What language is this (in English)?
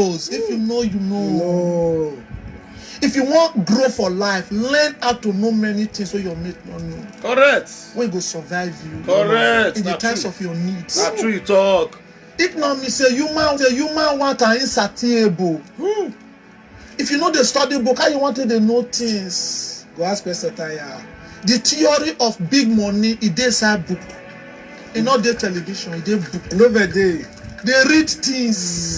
Nigerian Pidgin